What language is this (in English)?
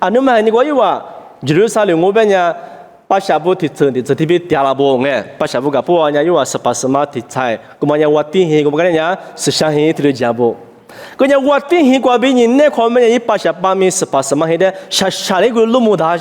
Lisu